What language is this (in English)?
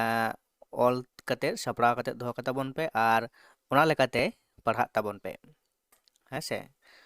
Santali